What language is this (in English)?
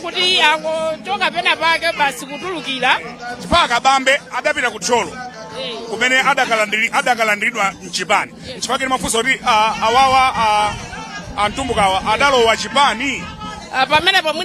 Nyanja